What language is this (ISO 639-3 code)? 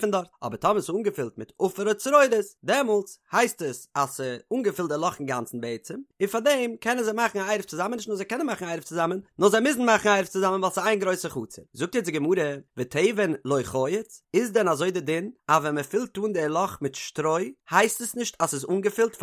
yid